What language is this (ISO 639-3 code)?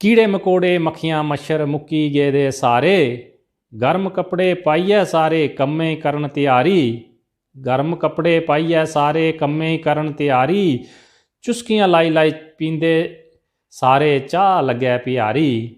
doi